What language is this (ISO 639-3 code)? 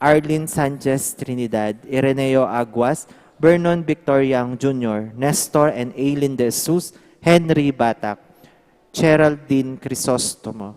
pam